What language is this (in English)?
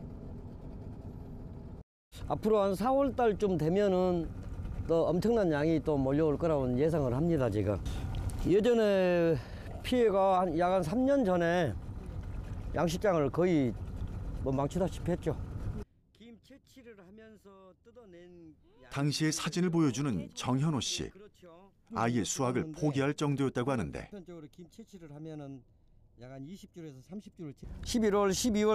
Korean